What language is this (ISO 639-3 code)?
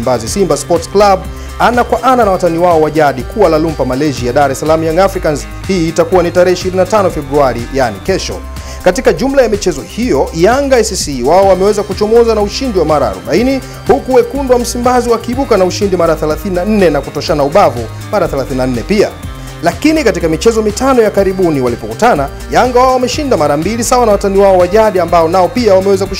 swa